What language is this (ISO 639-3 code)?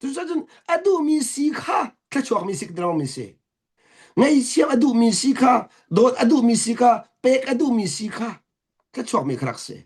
cnh